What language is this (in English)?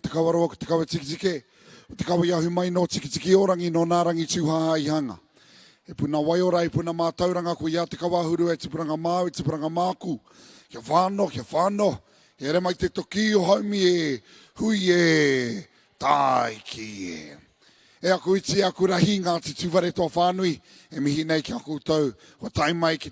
Māori